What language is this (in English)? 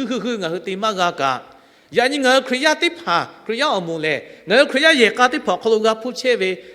Lahu